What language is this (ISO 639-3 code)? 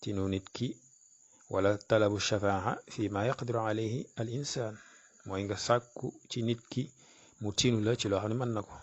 wol